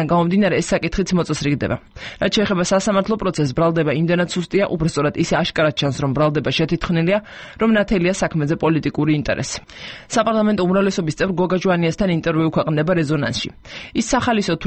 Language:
Georgian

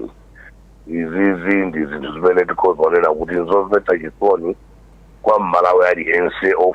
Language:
Nyanja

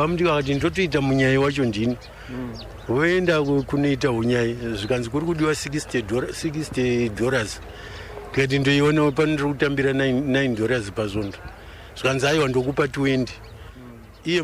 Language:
Shona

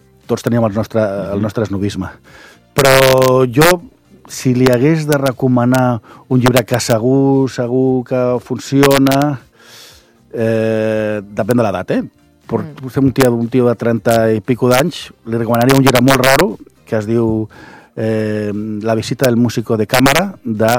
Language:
Catalan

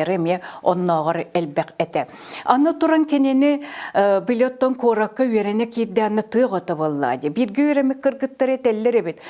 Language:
Yakut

